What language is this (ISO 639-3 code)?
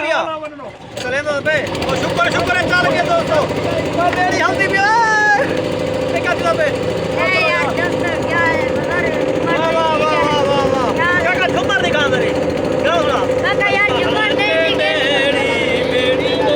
skr